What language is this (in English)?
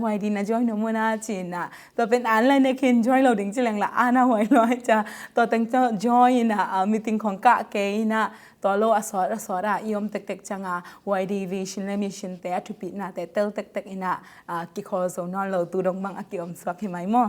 Tedim Chin